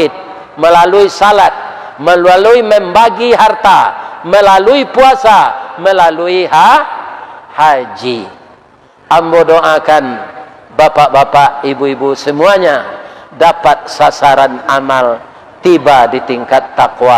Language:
Minangkabau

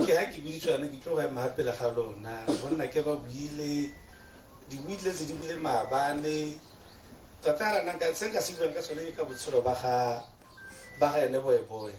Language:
Tswana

